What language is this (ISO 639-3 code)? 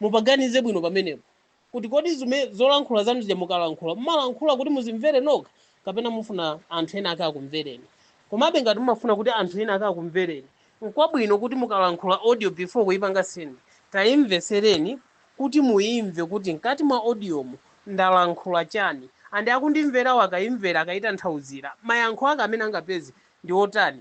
nya